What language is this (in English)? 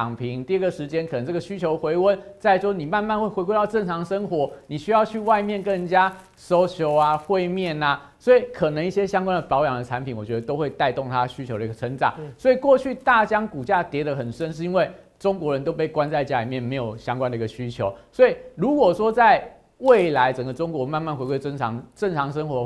Chinese